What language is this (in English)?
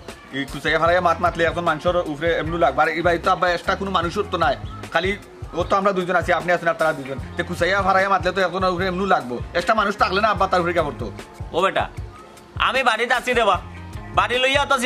Sylheti